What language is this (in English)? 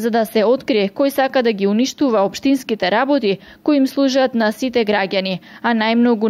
Macedonian